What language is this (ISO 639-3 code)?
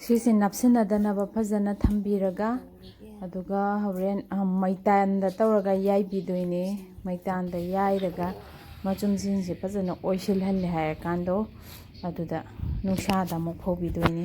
mni